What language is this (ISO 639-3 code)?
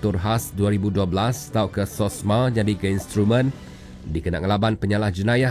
iba